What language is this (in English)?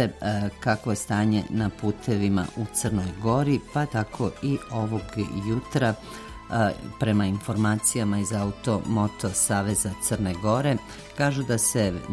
Serbian